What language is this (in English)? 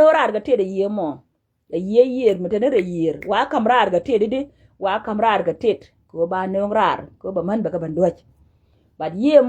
Nuer